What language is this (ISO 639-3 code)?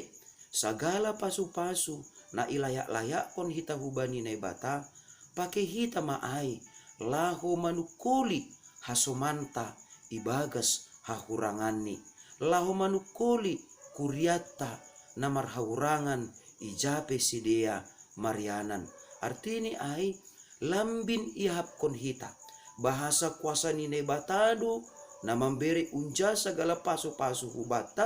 bts